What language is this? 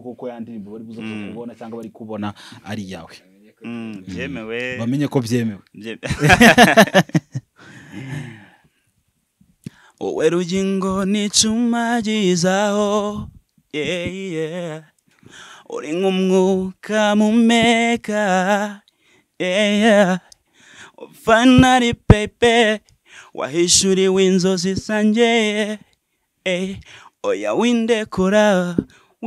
Kinyarwanda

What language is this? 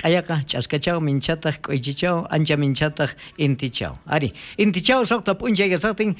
South Bolivian Quechua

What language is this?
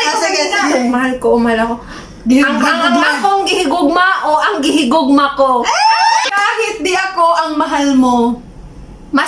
Cebuano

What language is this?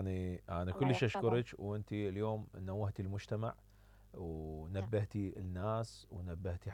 Mesopotamian Arabic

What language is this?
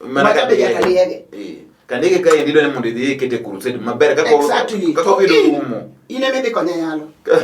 Luo (Kenya and Tanzania)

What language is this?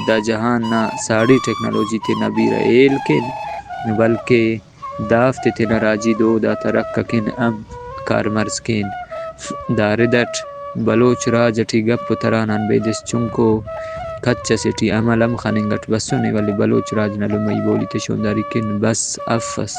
Brahui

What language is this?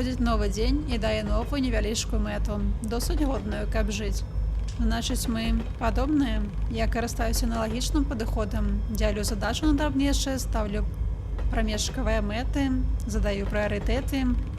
Belarusian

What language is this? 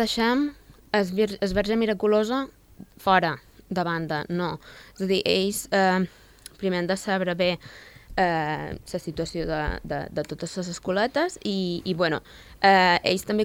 Catalan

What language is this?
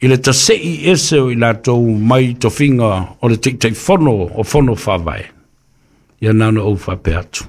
Samoan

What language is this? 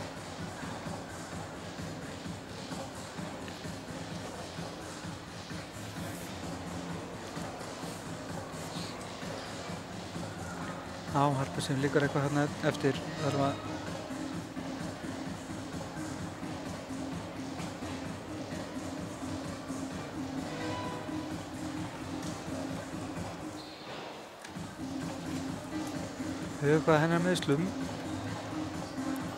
Icelandic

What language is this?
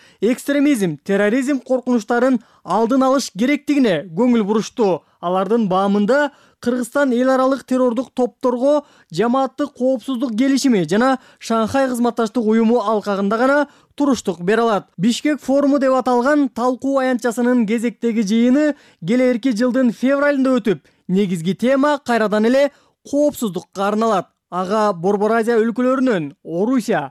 Kyrgyz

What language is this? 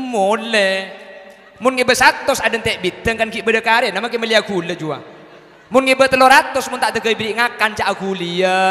Madurese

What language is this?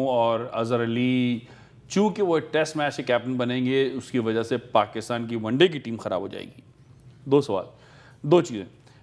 Urdu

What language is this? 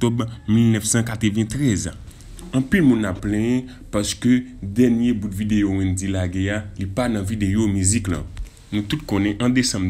Haitian Creole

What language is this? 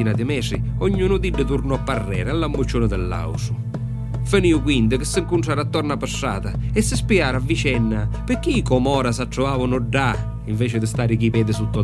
Sicilian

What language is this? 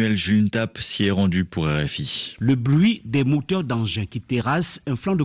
French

